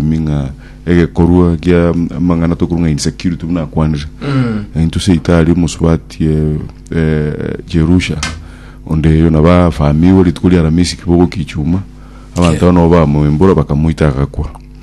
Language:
Gusii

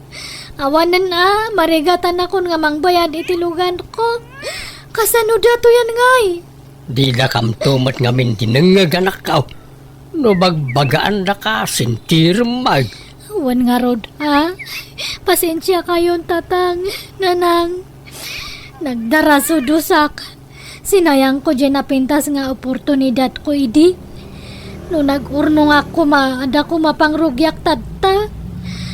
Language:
Iloko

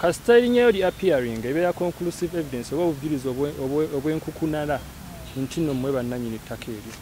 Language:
Ganda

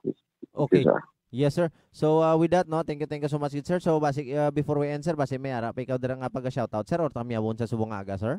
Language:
Hiligaynon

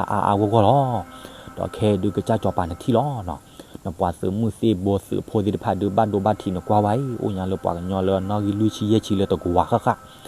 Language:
S'gaw Karen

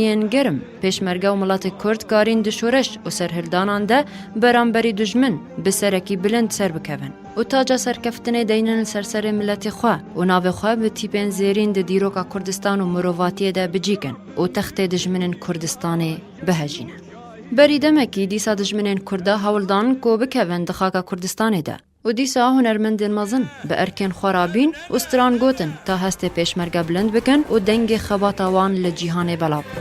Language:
Kurdish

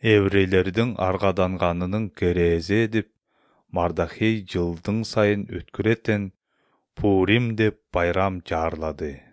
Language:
Kyrgyz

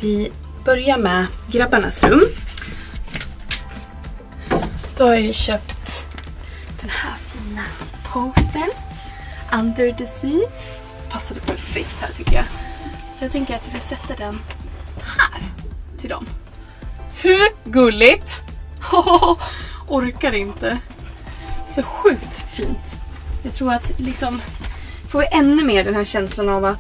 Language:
Swedish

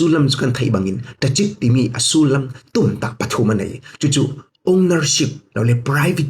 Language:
Falam Chin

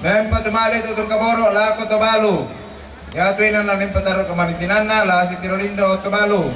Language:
Toraja-Sa'dan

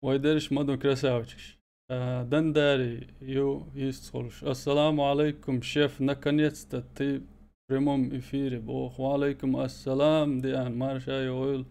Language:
Chechen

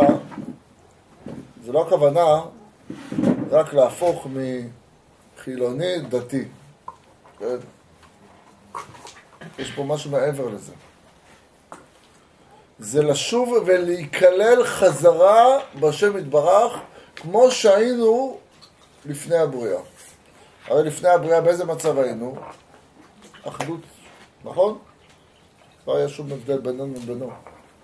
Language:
Hebrew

